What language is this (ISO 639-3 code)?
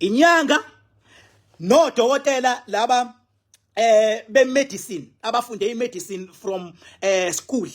zul